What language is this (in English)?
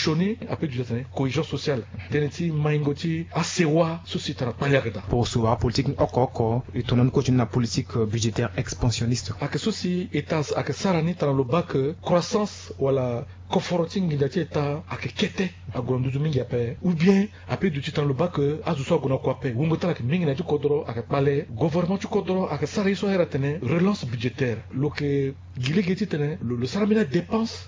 Sango